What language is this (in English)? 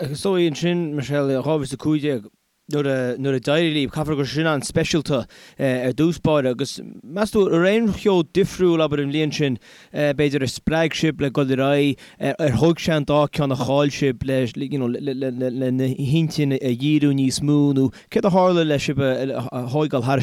Irish